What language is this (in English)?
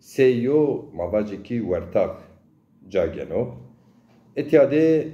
Zaza